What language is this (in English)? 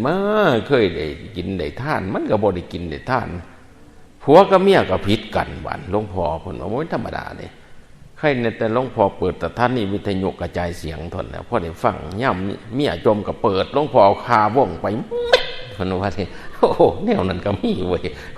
Northeastern Thai